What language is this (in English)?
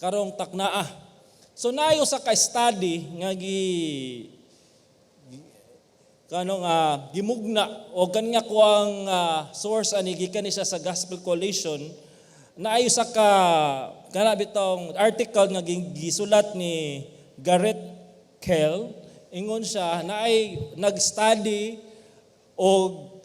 Cebuano